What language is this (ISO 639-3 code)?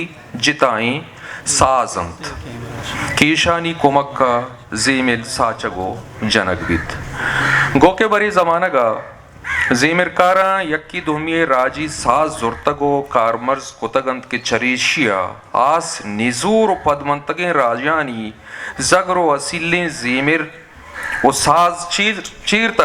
bgp